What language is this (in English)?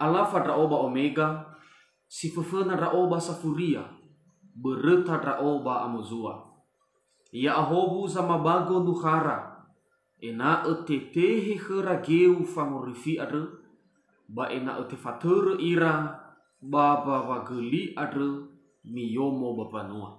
Nias